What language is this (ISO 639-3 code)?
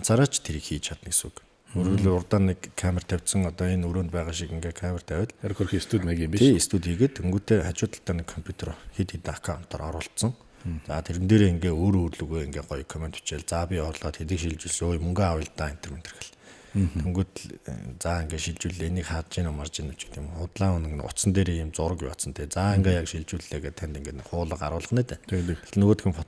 mon